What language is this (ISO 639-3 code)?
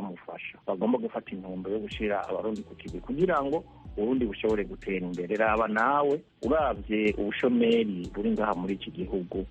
run